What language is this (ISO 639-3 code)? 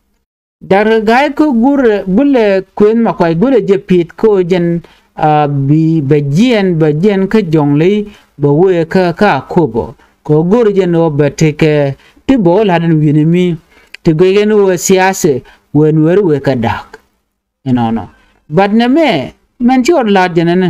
nus